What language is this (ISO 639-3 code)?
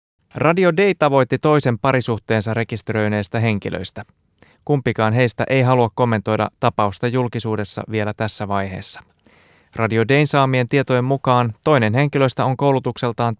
fin